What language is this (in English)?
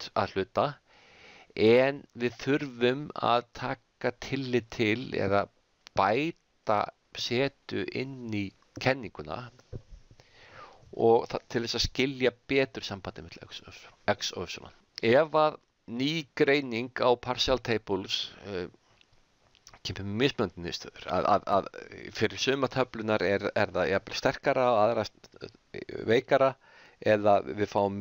Icelandic